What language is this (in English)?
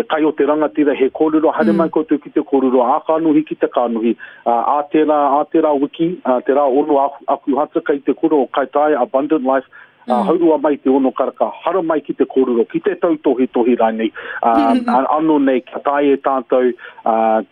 Māori